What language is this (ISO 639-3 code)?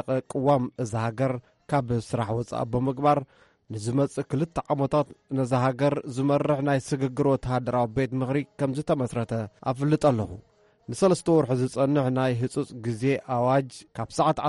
tir